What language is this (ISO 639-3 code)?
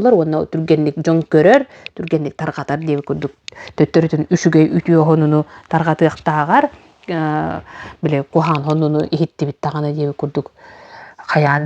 sah